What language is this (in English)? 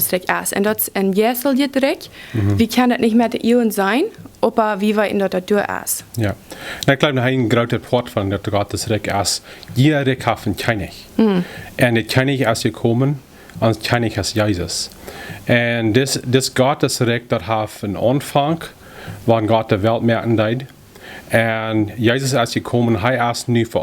Plautdietsch